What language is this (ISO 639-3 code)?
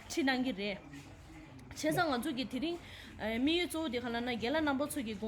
bod